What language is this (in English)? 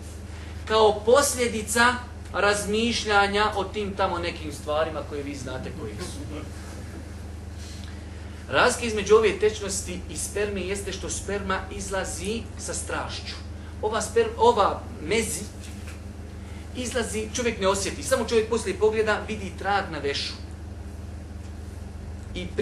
Bosnian